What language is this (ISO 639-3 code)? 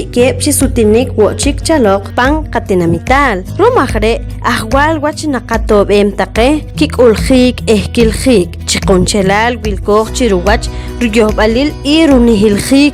poh